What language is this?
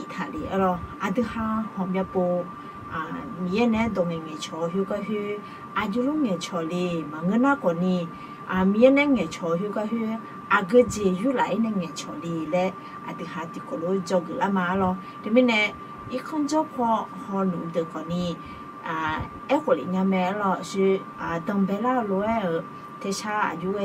Akha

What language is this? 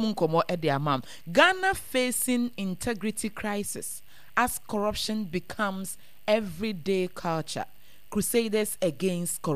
Akan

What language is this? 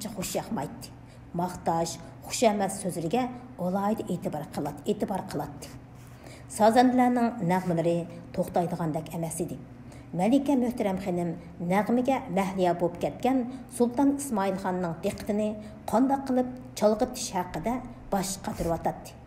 Uyghur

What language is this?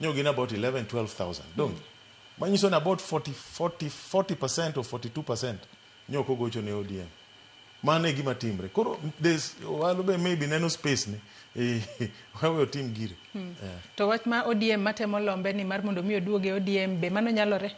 Luo (Kenya and Tanzania)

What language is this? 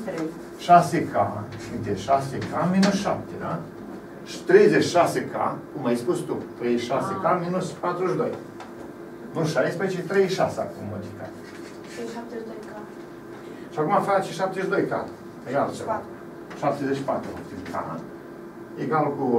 Romanian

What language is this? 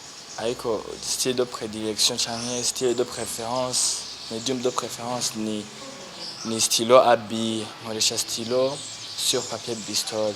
Rundi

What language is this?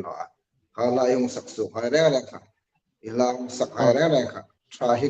Hmar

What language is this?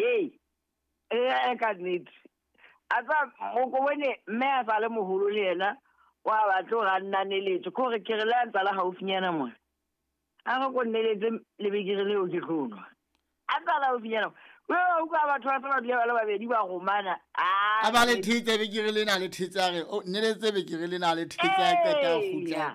Southern Sotho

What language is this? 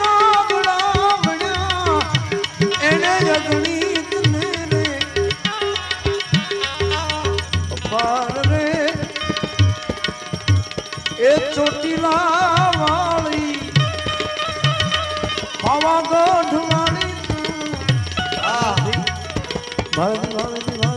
Gujarati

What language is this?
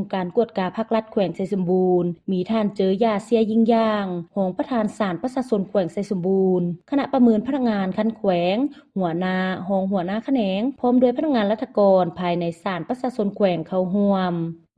Lao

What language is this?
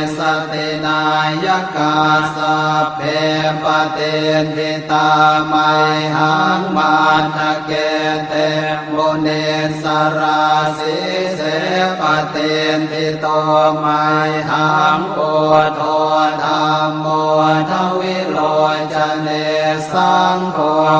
Pali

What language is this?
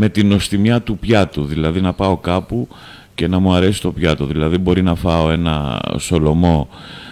Greek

